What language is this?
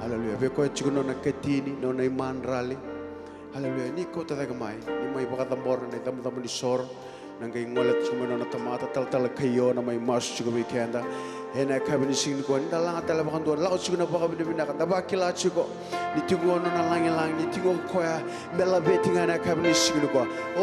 Fijian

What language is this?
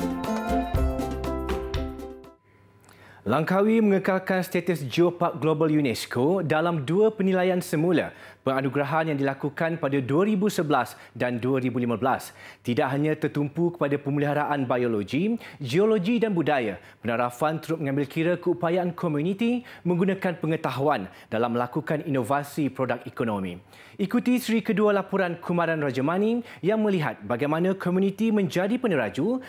Malay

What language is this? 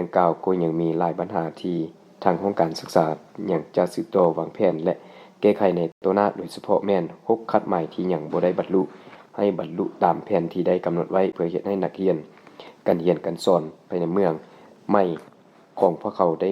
Lao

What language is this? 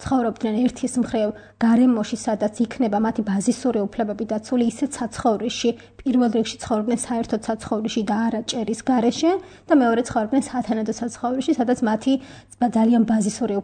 Georgian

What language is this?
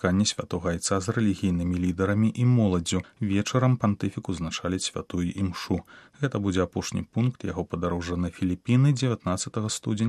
Belarusian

